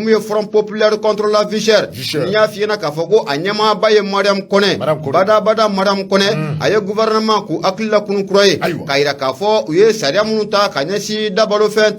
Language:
Bambara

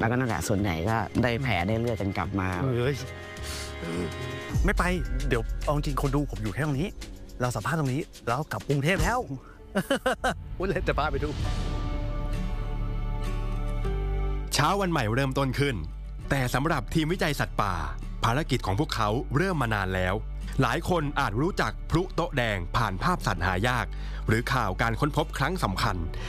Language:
Thai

